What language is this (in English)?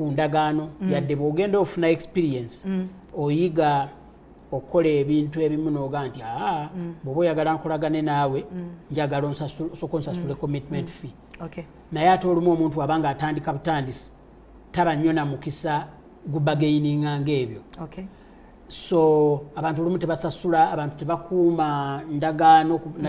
Ganda